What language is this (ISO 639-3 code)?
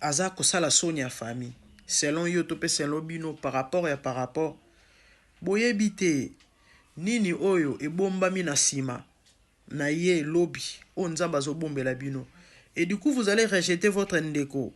lin